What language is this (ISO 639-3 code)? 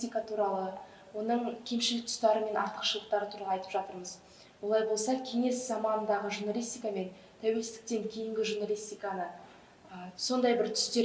kaz